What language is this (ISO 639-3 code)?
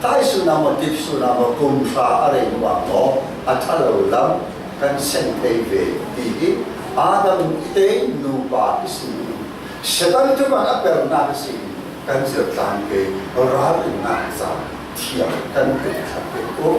cfm